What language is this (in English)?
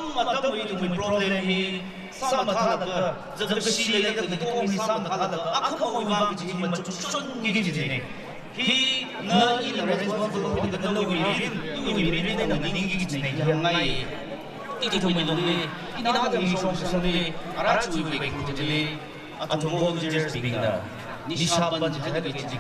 Tangkhul Naga (India)